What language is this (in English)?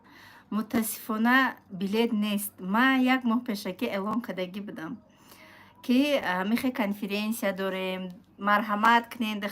Tajik